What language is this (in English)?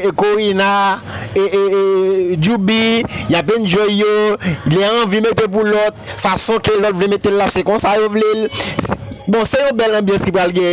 Haitian Creole